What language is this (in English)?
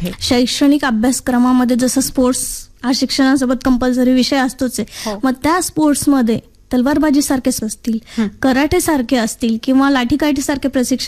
Marathi